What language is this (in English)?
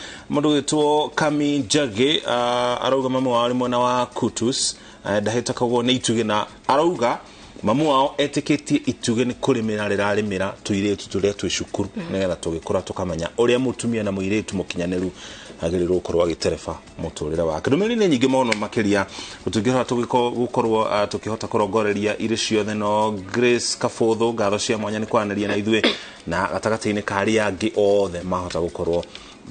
Kikuyu